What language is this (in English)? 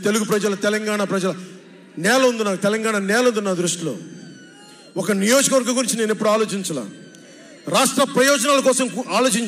Telugu